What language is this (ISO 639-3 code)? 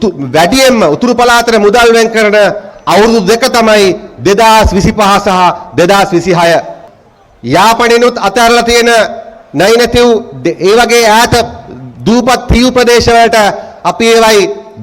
sin